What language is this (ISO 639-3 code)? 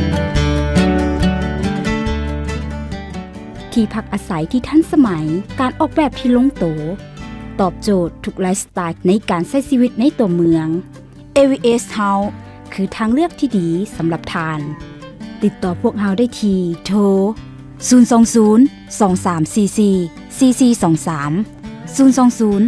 lao